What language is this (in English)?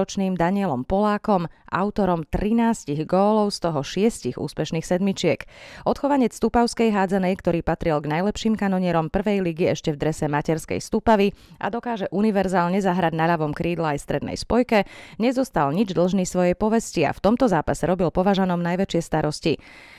Slovak